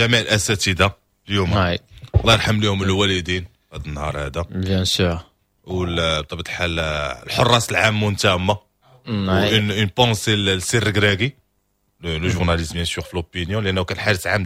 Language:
Moroccan Arabic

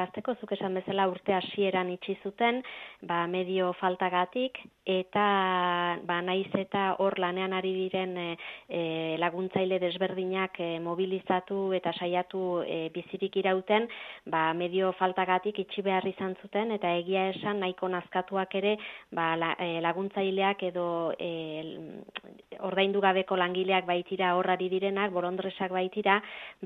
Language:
Basque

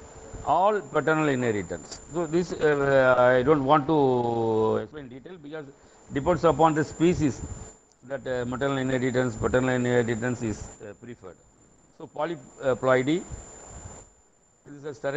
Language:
English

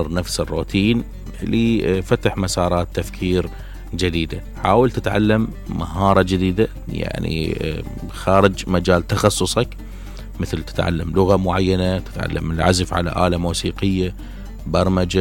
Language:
Mesopotamian Arabic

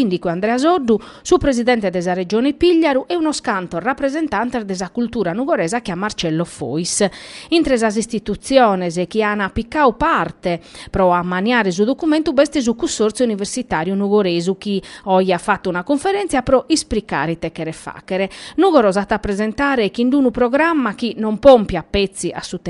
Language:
Sardinian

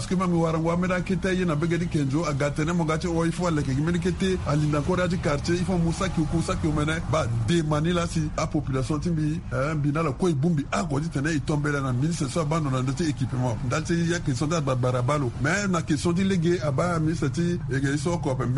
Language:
Sango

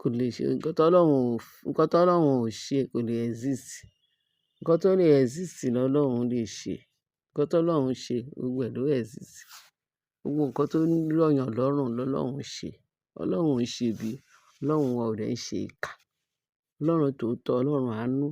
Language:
Yoruba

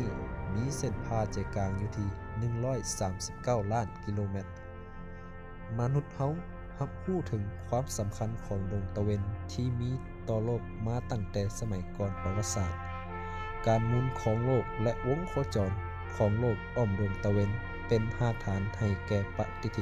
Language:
Lao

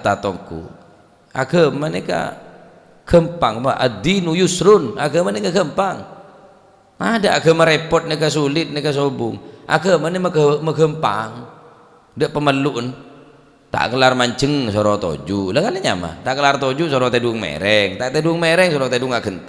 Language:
Madurese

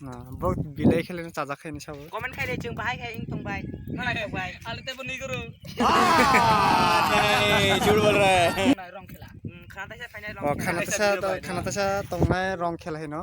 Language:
Kok Borok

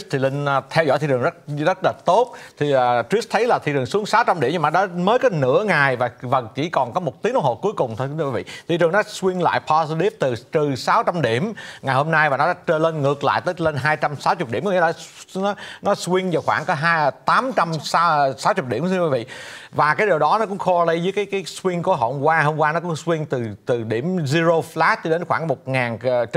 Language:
Vietnamese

